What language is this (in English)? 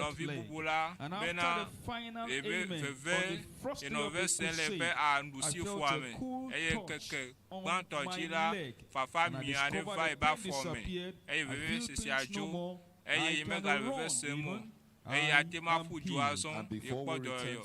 Ewe